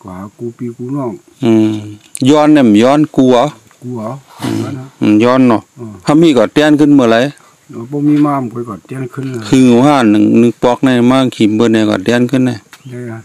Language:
Shan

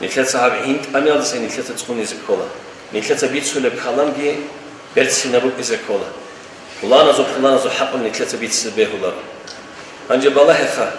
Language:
Avaric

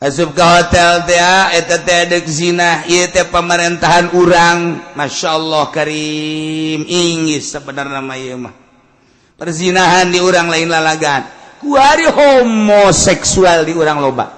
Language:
Sundanese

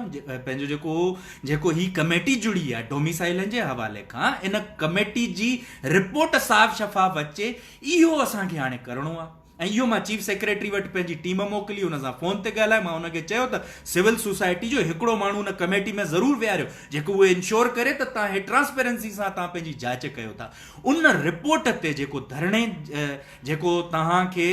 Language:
Sindhi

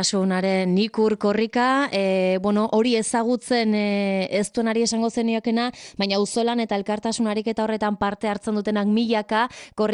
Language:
Basque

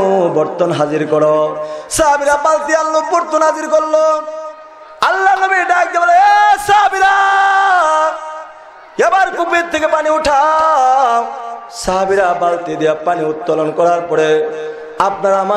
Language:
Bangla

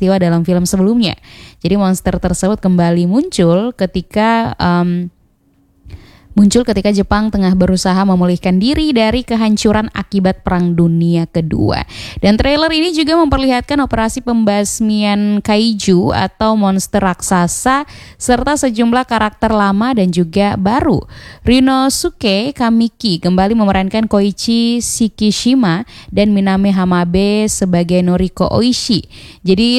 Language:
Indonesian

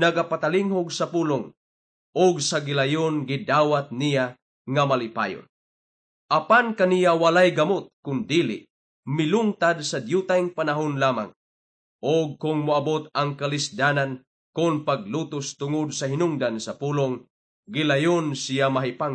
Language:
Cebuano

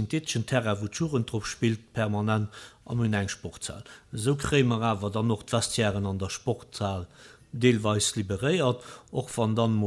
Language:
Luxembourgish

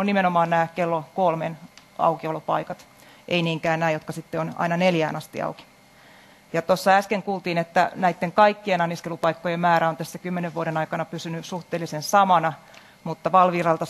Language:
Finnish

